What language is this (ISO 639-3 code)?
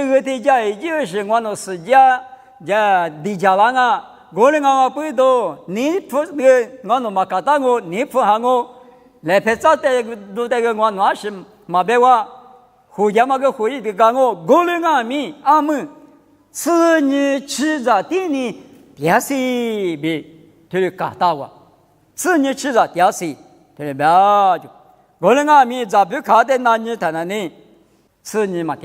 lis